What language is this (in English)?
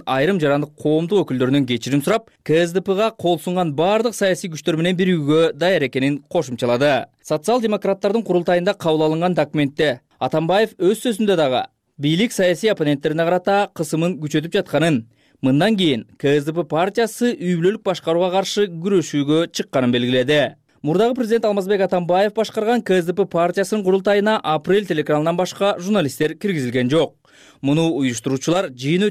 Kyrgyz